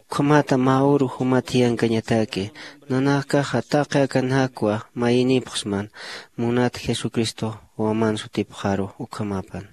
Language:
Aymara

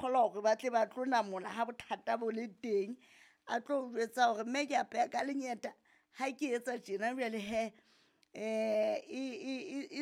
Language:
Southern Sotho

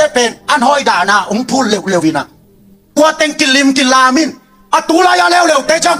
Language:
Tedim Chin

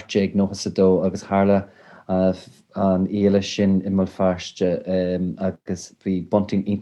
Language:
Irish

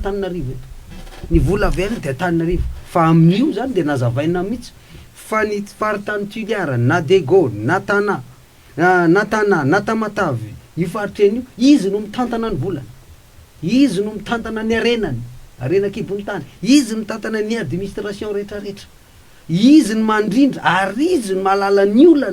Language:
Malagasy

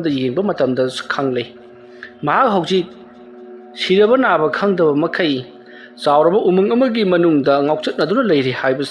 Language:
Manipuri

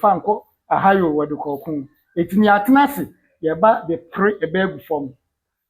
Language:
Akan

